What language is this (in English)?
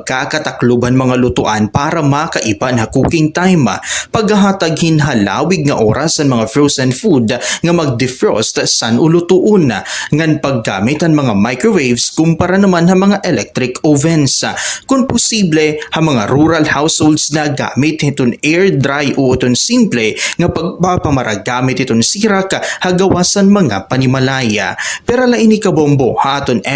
Waray